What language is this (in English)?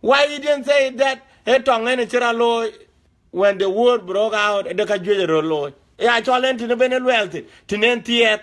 Dinka